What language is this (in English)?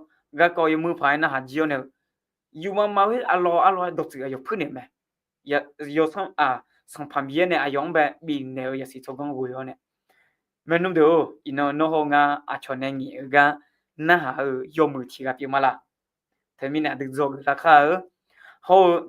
Akha